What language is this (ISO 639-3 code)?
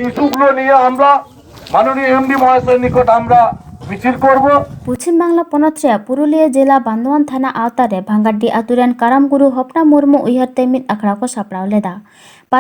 sat